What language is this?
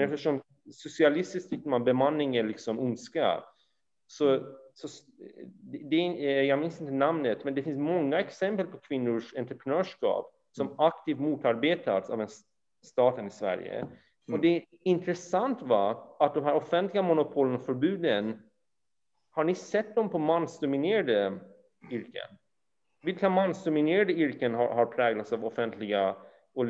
Swedish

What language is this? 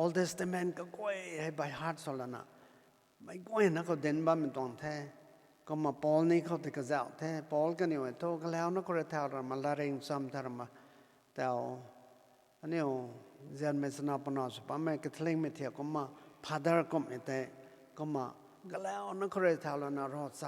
Rongmei Naga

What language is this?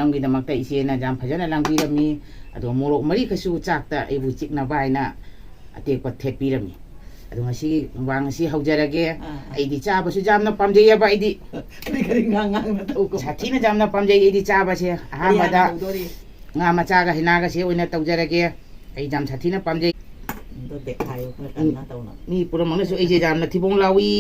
Manipuri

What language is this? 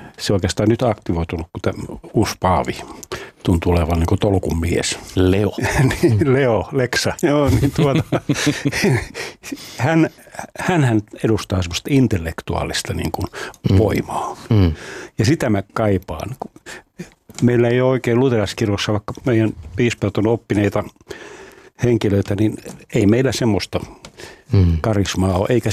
Finnish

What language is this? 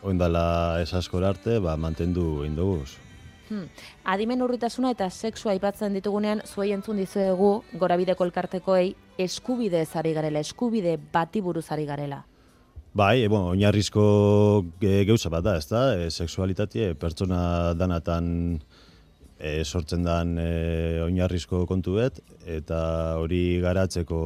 Basque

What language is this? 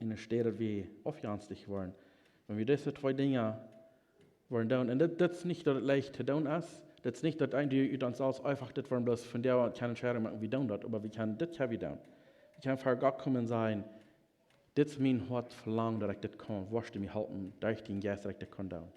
Plautdietsch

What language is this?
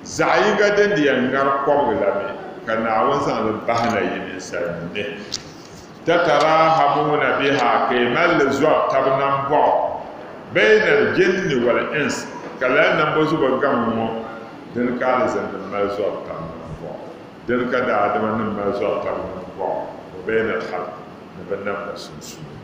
Dagbani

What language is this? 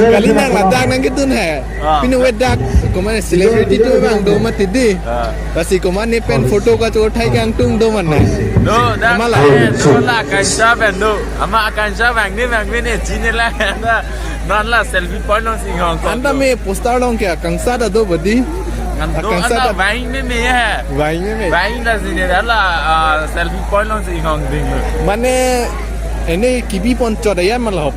Karbi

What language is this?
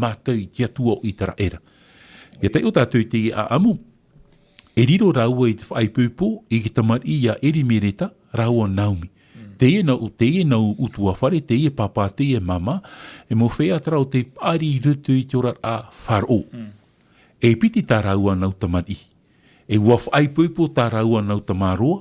Tahitian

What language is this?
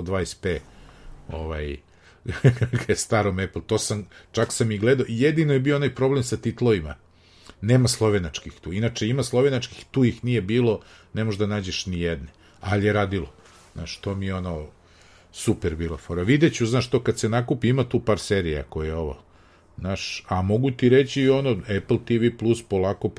Serbian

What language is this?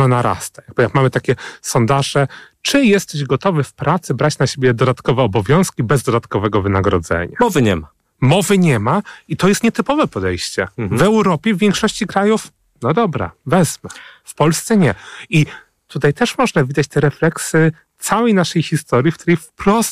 Polish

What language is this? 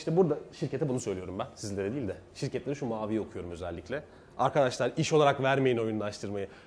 Turkish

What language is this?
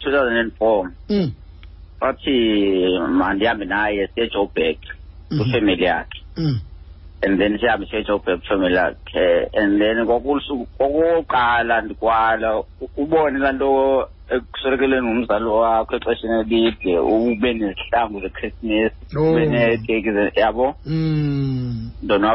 Xhosa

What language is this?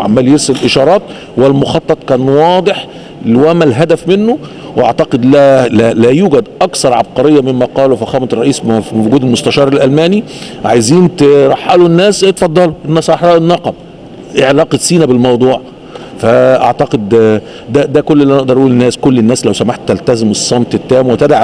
Egyptian Arabic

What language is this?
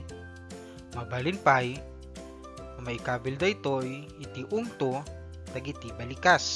Iloko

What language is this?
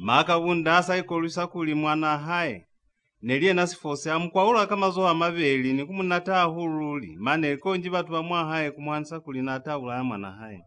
Lozi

